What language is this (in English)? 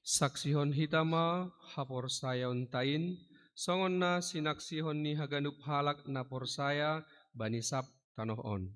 Batak Simalungun